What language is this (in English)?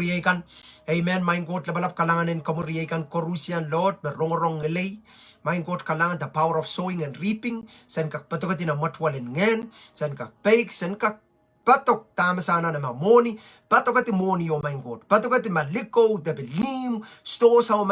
Pohnpeian